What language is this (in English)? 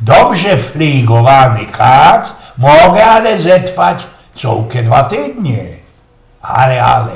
Silesian